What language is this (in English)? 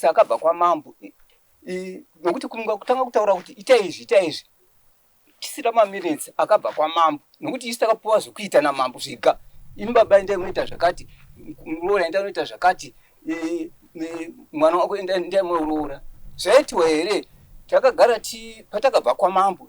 Shona